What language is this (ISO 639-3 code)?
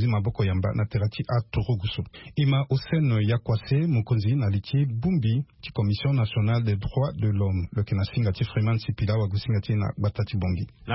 sag